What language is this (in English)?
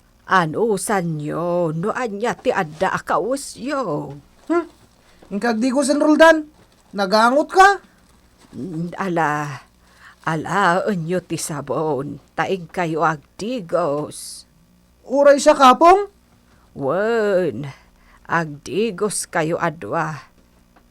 Iloko